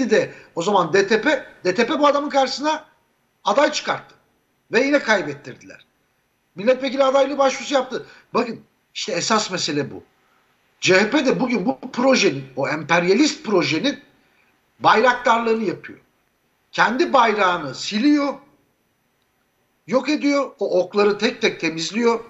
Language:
Turkish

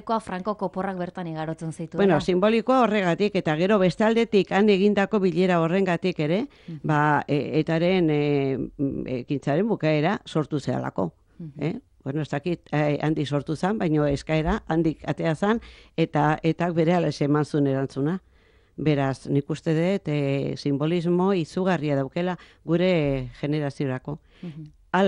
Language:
Basque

